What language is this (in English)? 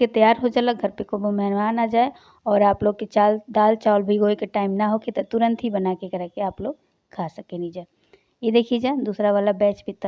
Bhojpuri